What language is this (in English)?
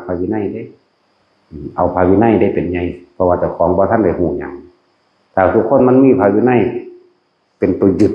Northeastern Thai